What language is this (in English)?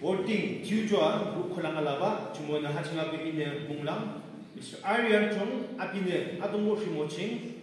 Yimchungru Naga